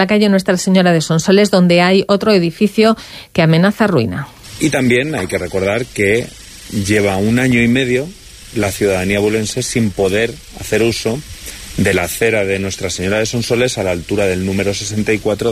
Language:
Spanish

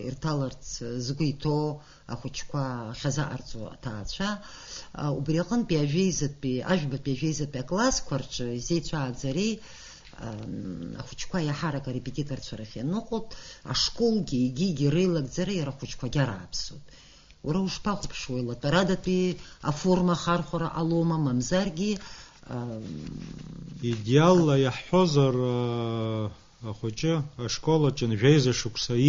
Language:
Abkhazian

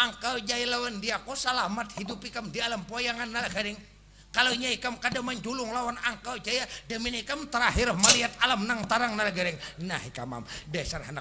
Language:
Banjar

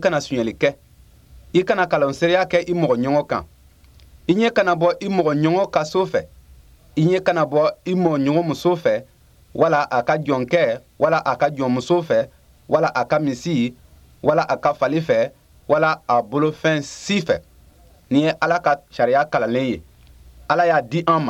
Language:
Bambara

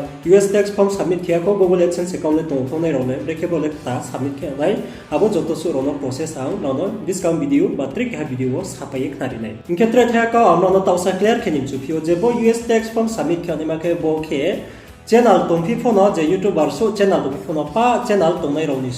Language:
Riang (India)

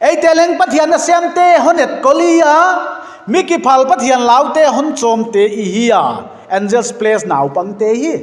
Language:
Paite Chin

